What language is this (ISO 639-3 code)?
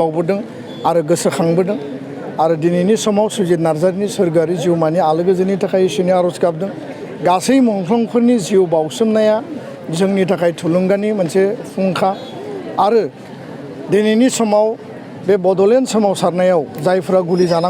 brx